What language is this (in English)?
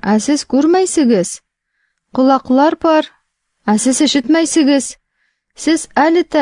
Tatar